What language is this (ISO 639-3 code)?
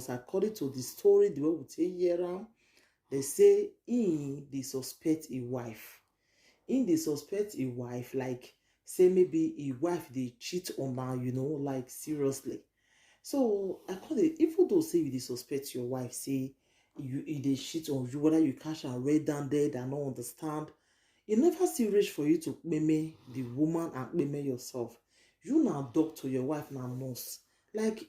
pcm